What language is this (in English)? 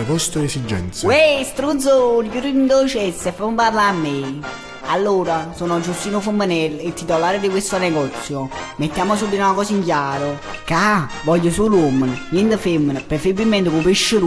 Neapolitan